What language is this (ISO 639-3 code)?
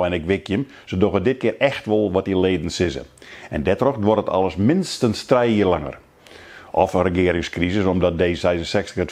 fry